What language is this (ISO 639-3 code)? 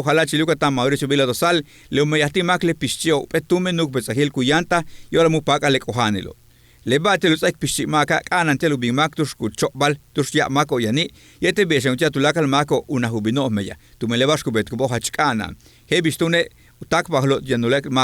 yua